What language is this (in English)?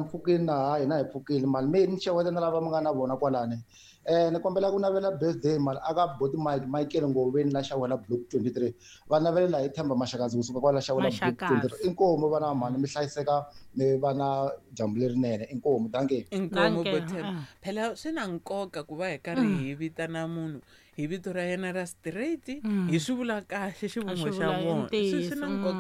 Tsonga